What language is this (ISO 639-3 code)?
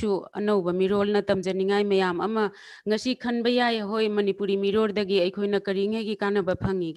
mni